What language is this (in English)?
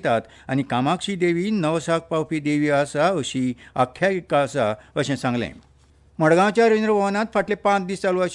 Konkani